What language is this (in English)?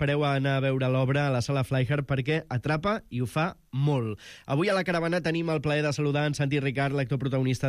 Catalan